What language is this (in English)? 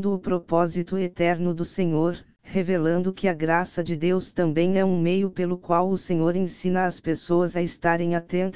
Portuguese